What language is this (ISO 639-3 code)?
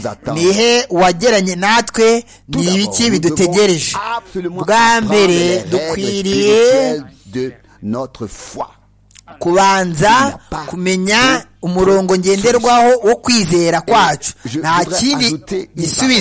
kin